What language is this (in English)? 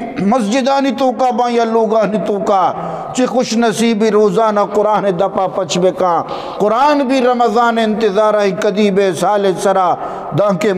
Eastern Balochi